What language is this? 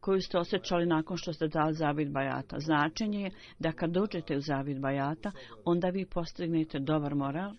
Bosnian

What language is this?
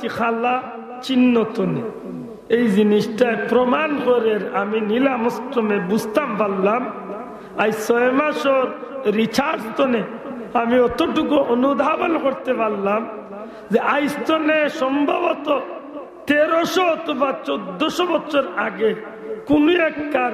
Sylheti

